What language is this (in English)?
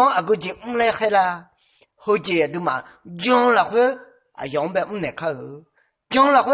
Akha